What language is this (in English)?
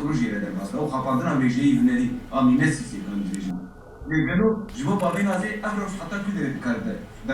Kurdish